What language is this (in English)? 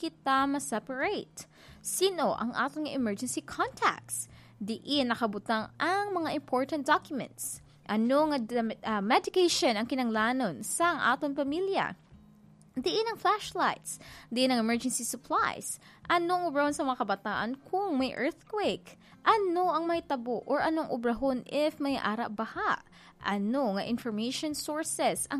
Hiligaynon